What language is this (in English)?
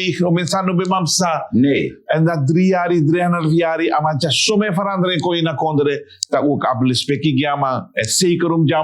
Sranan Tongo